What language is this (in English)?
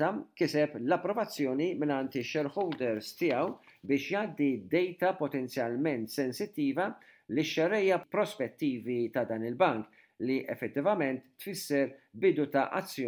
Maltese